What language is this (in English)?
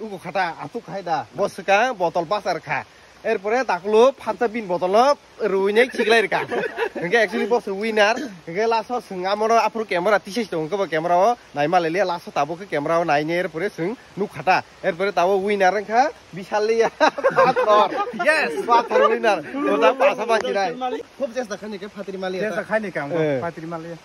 Kok Borok